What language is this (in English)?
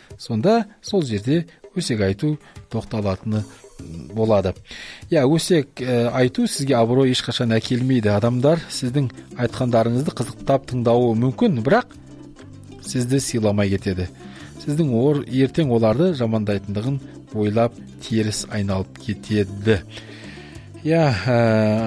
Kazakh